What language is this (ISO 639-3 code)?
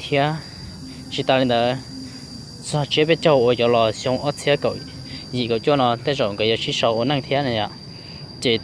hmn